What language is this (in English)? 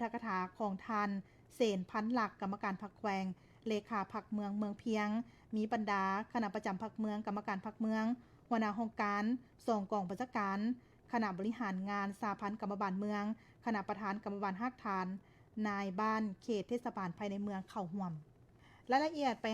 Lao